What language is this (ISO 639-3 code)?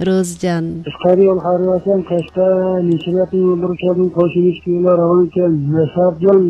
uig